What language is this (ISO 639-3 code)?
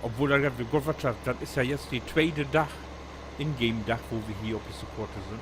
nds